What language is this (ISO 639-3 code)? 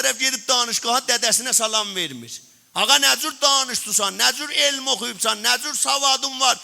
azb